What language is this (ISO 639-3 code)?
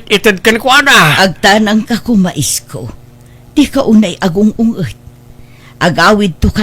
ilo